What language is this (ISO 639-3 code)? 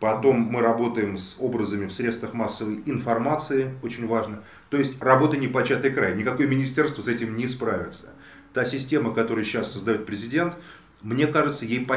rus